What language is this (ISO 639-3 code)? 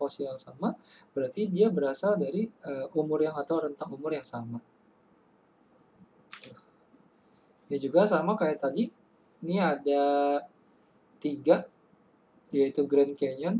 ind